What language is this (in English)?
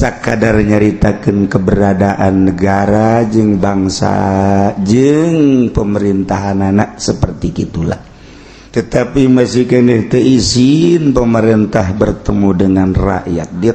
Sundanese